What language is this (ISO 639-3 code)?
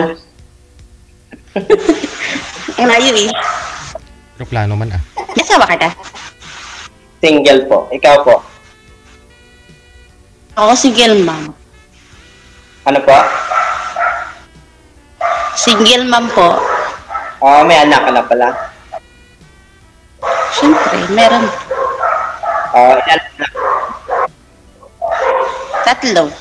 fil